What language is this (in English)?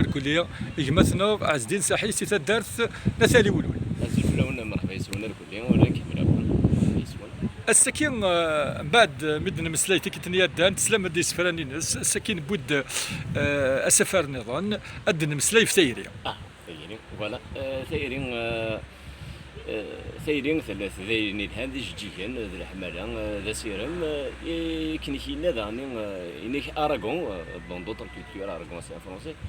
Kabyle